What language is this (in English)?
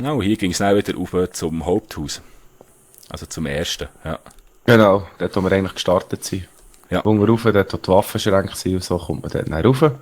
Swiss German